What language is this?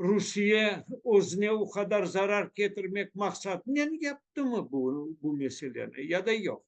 Crimean Tatar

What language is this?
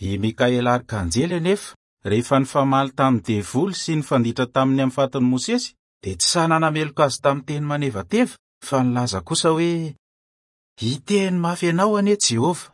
Malagasy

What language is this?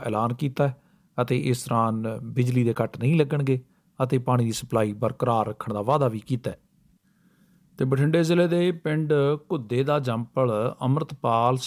Punjabi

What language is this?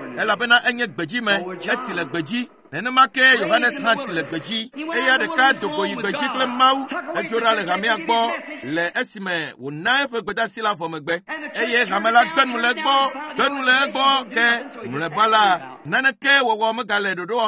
Ewe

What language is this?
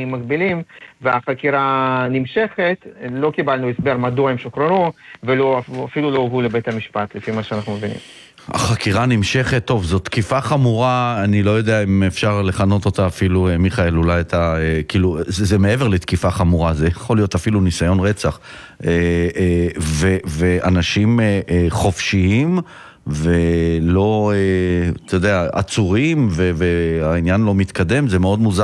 Hebrew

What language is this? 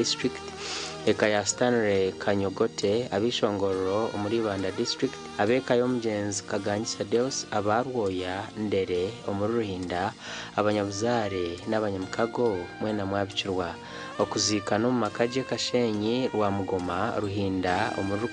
Nyankole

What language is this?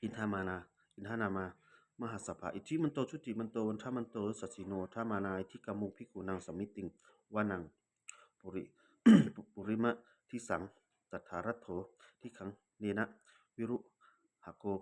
Pali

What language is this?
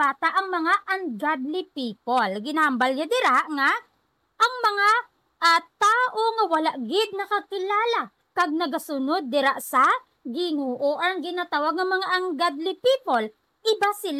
Hiligaynon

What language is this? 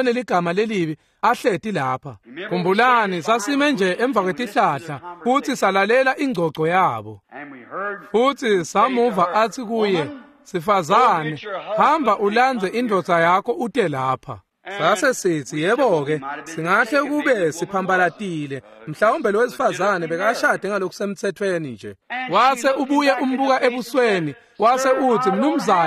Swati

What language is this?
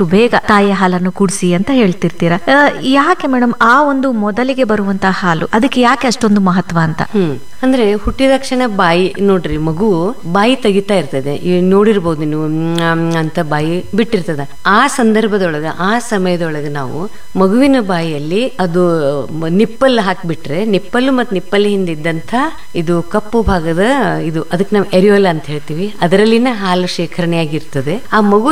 Kannada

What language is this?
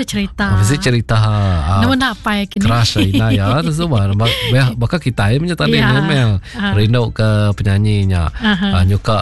Iban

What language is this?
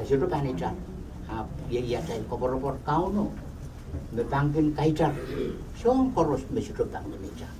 Pohnpeian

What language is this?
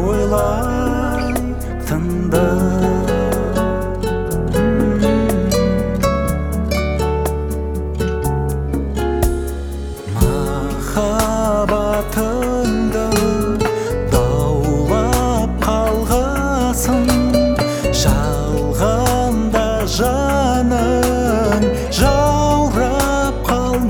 Kazakh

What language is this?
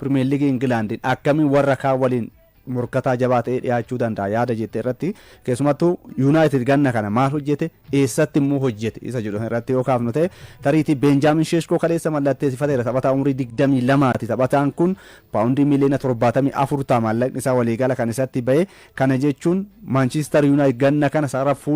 Oromo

